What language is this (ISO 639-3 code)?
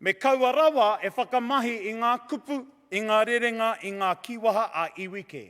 mri